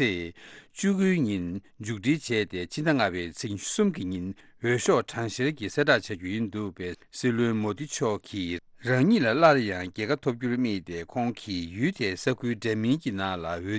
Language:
Tibetan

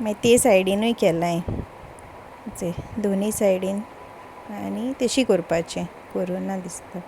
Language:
Konkani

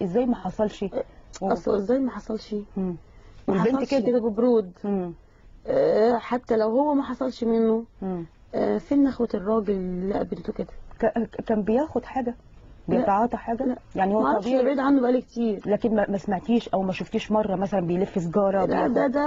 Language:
Egyptian Arabic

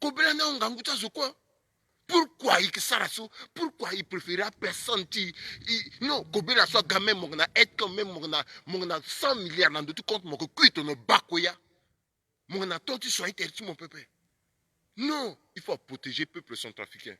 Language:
Sango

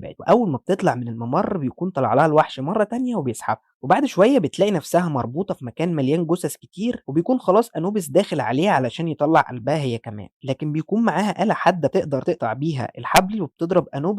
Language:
Egyptian Arabic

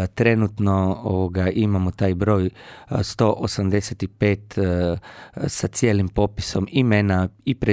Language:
Croatian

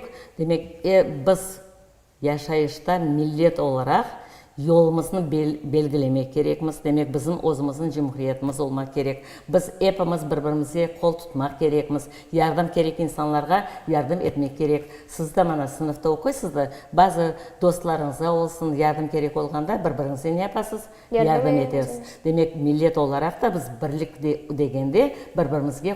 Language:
Crimean Tatar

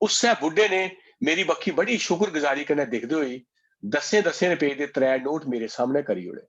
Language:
Dogri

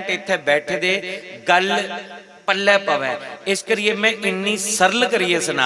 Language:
Dogri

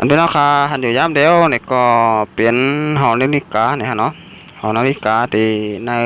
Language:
Shan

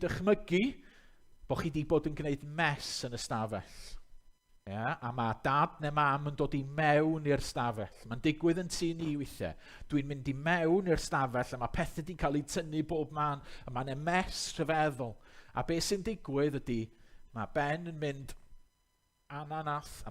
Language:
Welsh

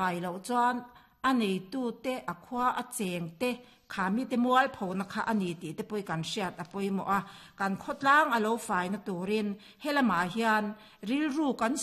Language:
Mizo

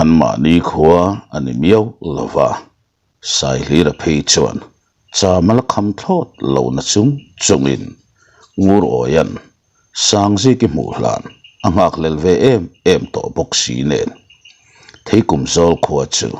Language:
Mizo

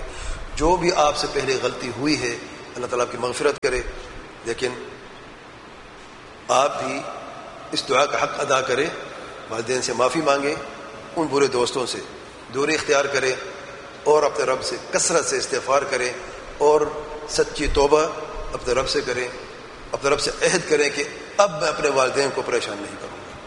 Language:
Urdu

